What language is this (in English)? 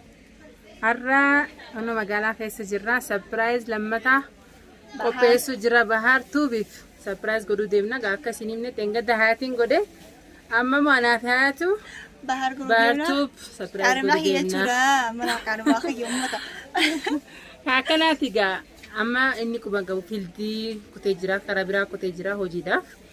Oromo